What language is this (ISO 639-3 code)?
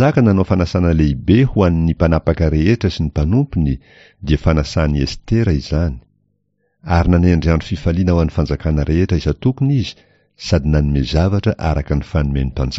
mlg